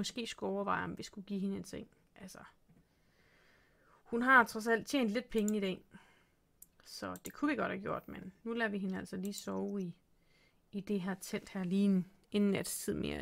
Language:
Danish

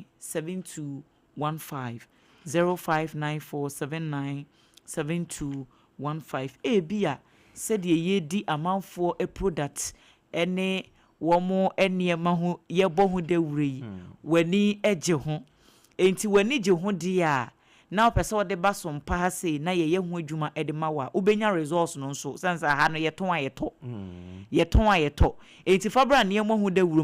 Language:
Akan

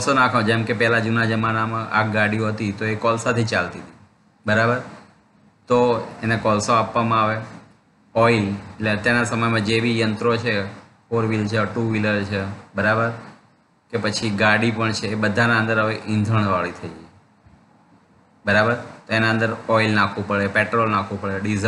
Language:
Gujarati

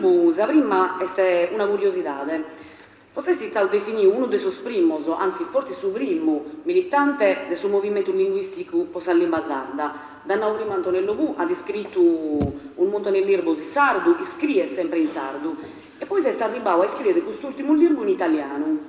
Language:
Sardinian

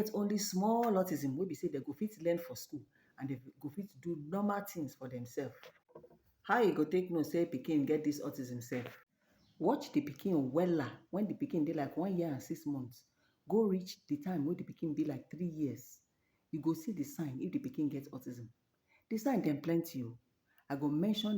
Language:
Nigerian Pidgin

